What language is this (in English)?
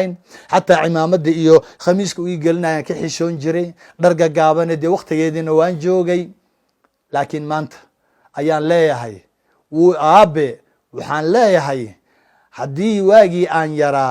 Somali